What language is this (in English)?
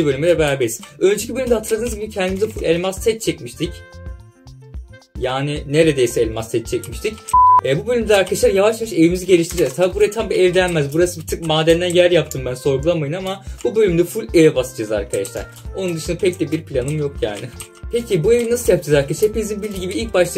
Turkish